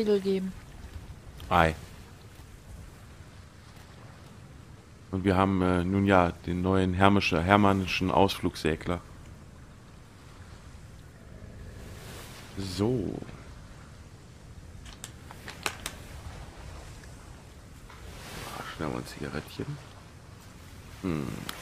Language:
German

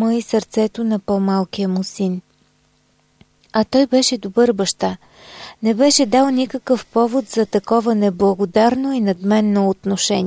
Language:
Bulgarian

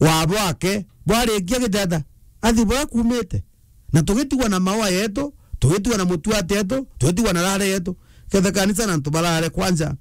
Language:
Meru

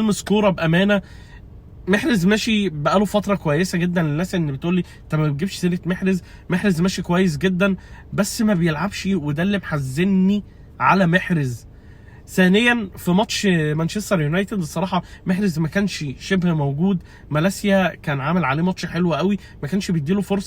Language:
Egyptian Arabic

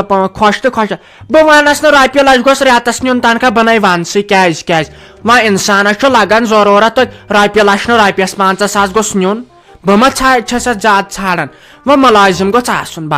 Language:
Kashmiri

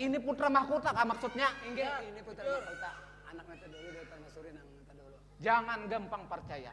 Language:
Banjar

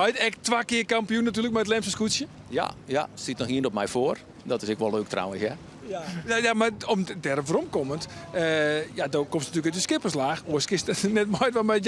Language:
Western Frisian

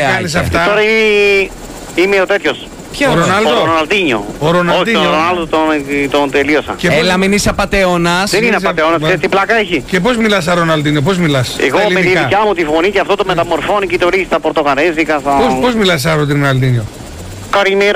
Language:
Greek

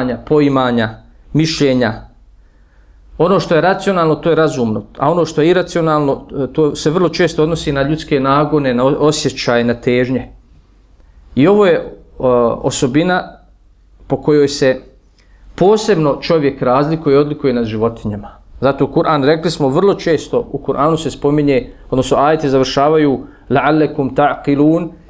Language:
Bosnian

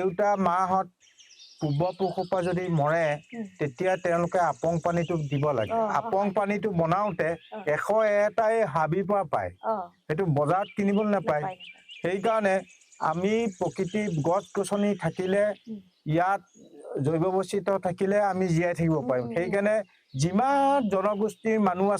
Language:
Assamese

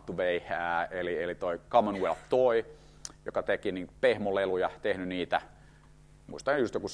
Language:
Finnish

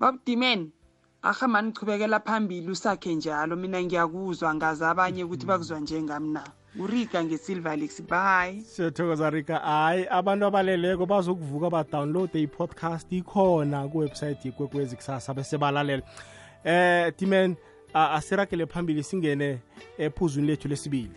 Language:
South Ndebele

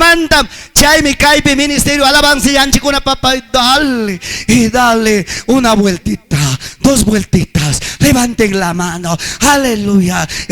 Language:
Ayacucho Quechua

